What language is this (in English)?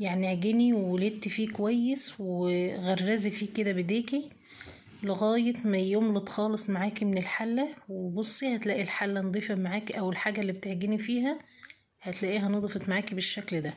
Egyptian Arabic